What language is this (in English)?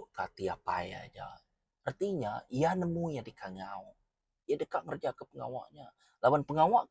Iban